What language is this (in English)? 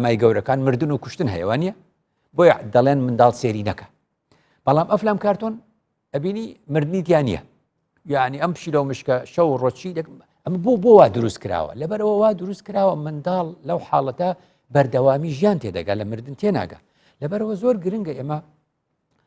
Central Kurdish